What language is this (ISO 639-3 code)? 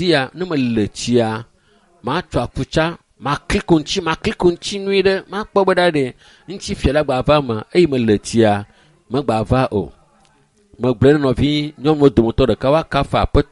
ewe